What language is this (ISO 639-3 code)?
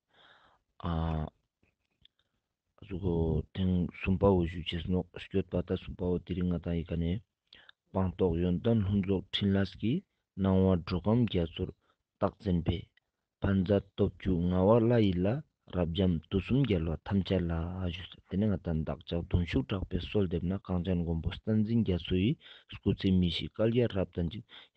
lbj